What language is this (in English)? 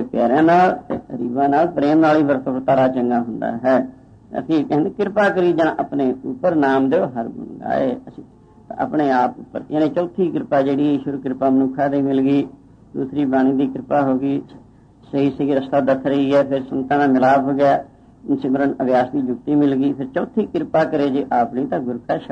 Punjabi